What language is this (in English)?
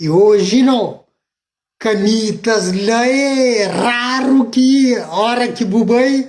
Kabuverdianu